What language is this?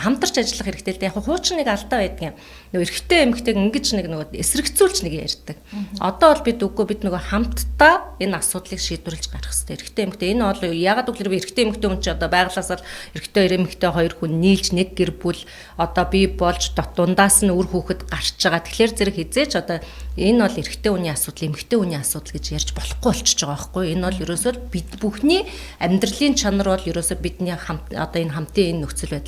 Mongolian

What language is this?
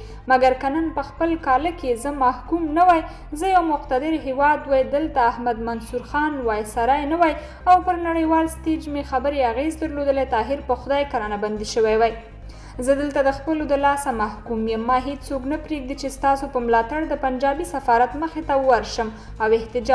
Pashto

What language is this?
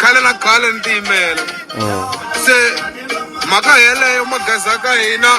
Tsonga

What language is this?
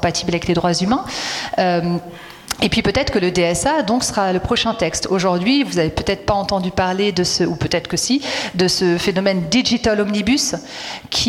French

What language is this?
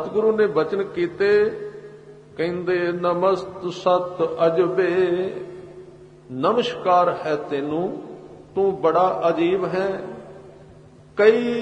Punjabi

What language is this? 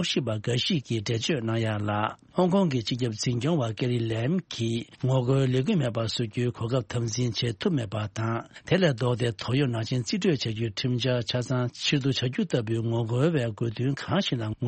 Tibetan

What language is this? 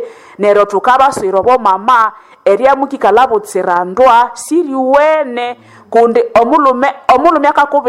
Nande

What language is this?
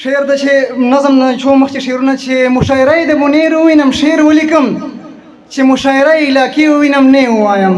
Pashto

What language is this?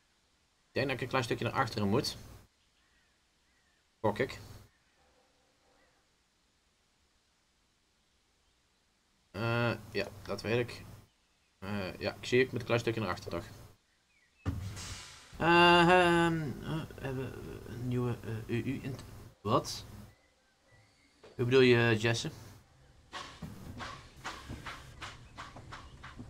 Dutch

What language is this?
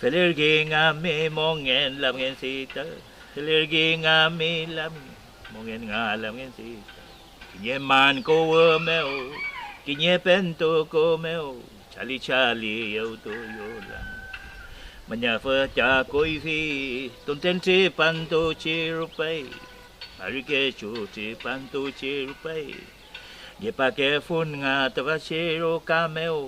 Mapuche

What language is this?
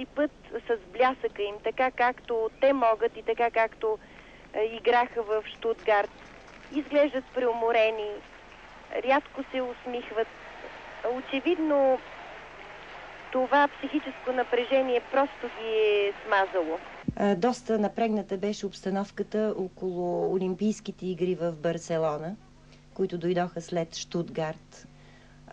Bulgarian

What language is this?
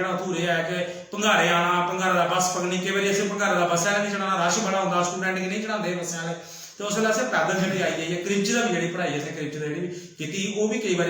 Dogri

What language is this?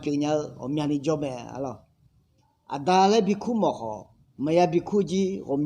Akha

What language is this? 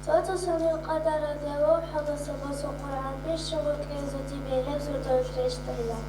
Avaric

